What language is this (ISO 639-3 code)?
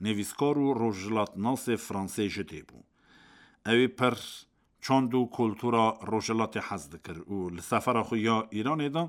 kur